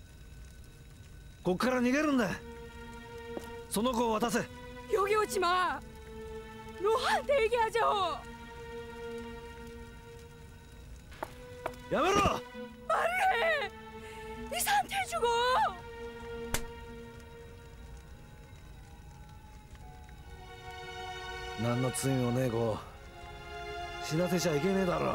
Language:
Japanese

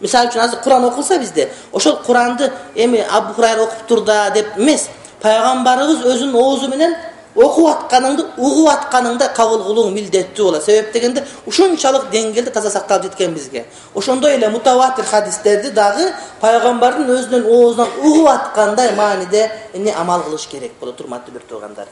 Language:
Kyrgyz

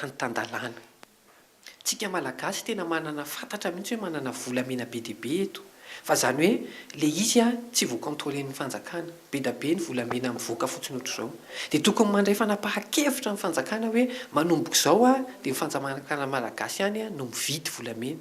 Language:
Malagasy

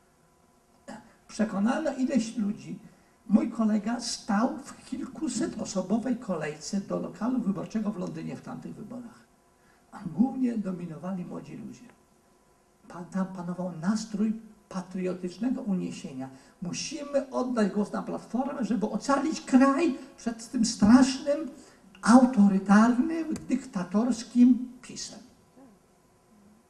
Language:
Polish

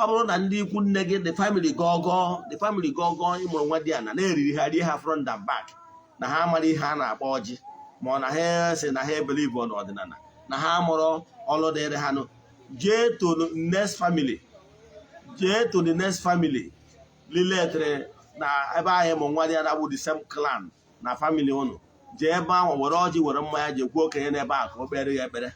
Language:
Igbo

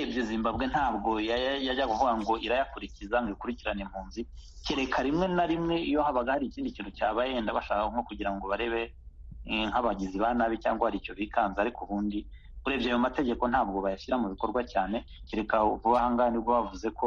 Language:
Kinyarwanda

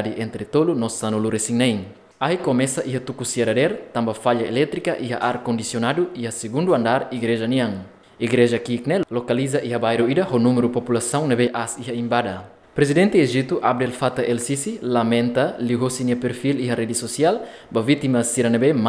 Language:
Tetum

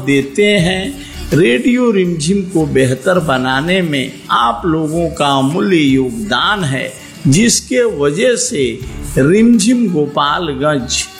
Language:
Hindi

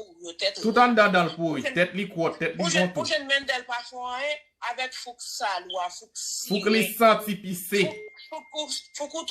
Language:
Haitian Creole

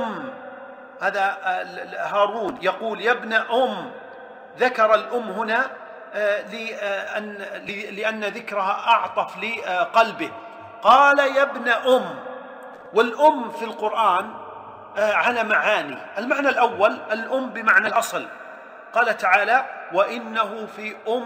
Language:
Arabic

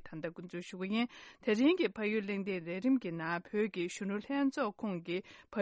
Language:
Tibetan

